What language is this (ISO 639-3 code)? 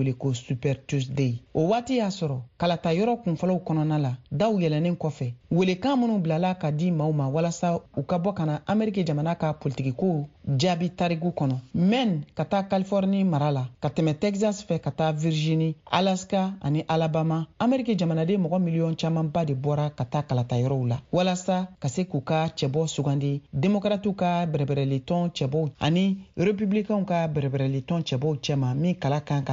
bam